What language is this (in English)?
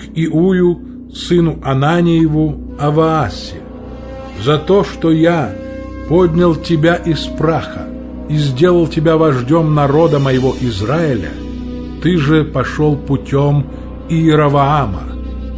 Russian